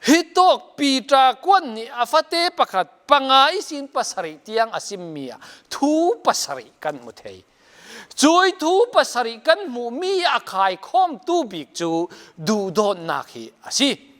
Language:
Falam Chin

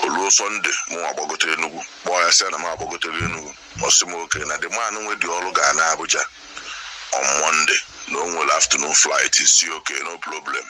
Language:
Igbo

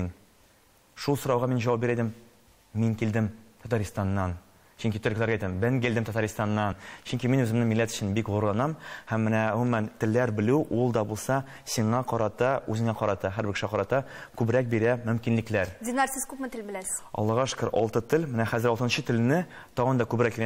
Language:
Tatar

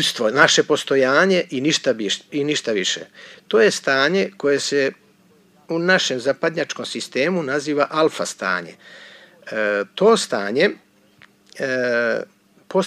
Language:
Serbian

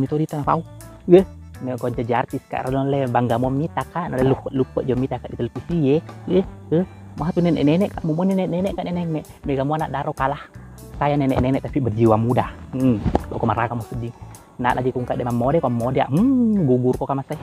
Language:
Buginese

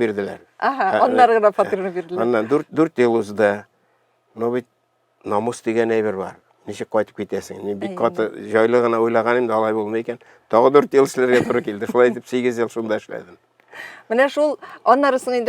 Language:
Tatar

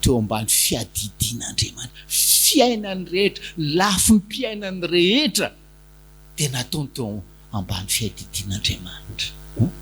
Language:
Malagasy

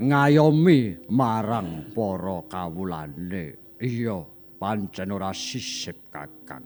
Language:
Javanese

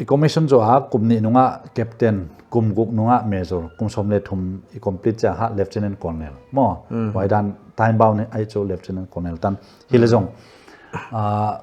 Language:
Paite Chin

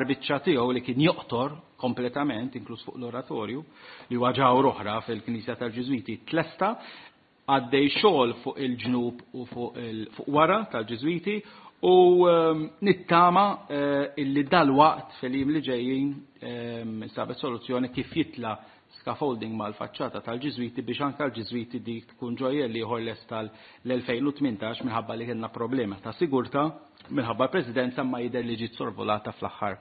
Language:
Maltese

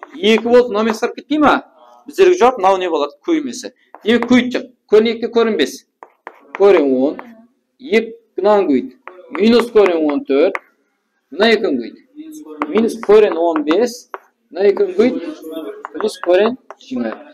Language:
Kara-Kalpak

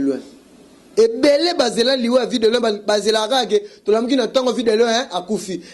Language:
Lingala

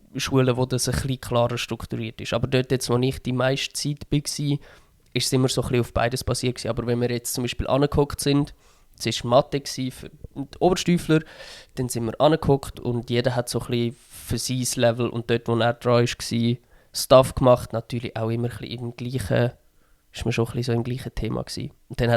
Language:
Swiss German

